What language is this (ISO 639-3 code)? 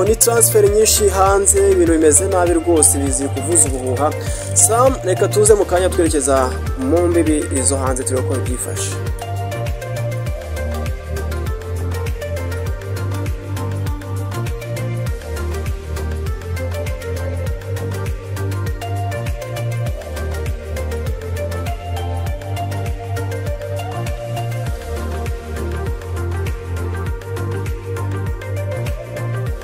kin